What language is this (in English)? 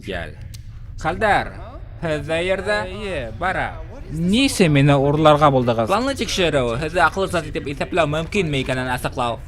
Bashkir